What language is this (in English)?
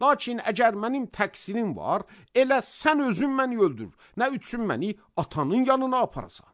Azerbaijani